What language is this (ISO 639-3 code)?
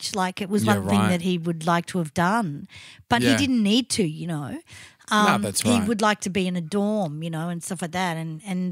eng